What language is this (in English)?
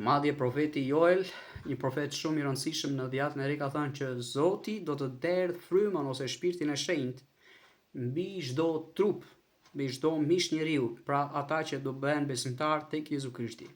Albanian